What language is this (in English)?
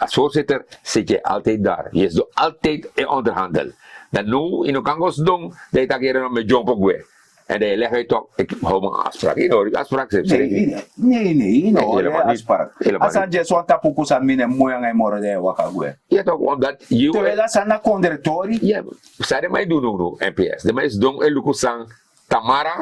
Sranan Tongo